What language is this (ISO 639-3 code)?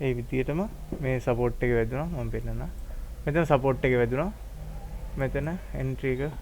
sin